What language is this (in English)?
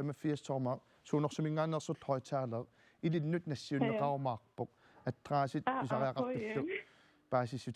Kalaallisut